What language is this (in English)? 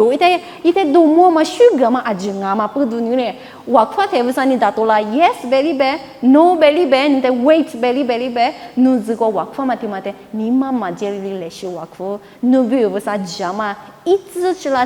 Lisu